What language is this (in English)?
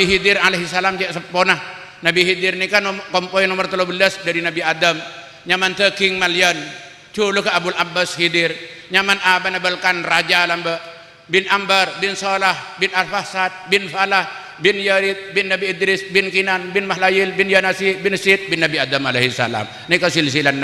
Madurese